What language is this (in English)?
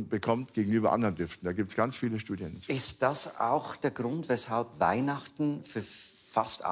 Swiss German